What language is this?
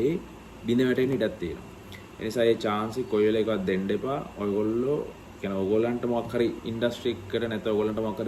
Sinhala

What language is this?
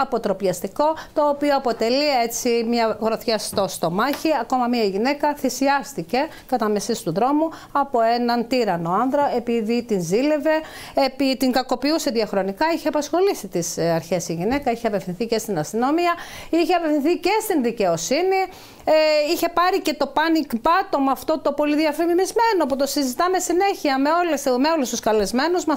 Greek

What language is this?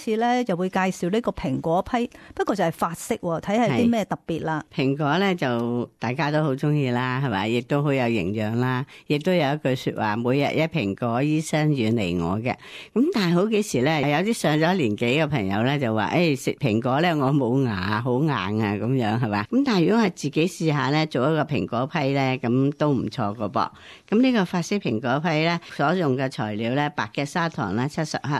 Cantonese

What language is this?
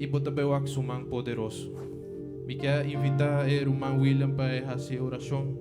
Papiamento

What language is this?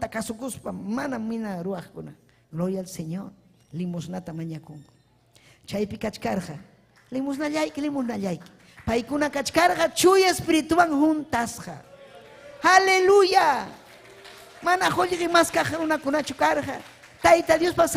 Ayacucho Quechua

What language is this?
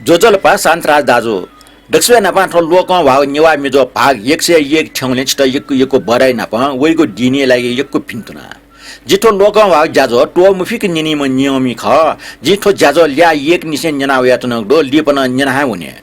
Newari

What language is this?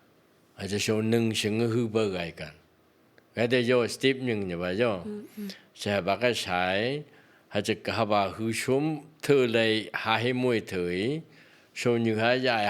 Phom Naga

